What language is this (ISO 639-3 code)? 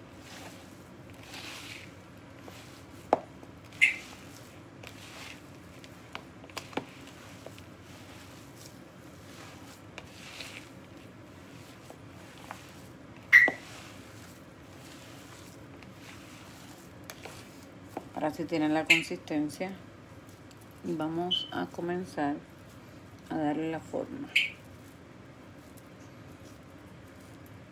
spa